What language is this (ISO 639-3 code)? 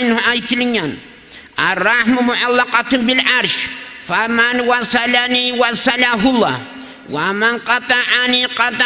kum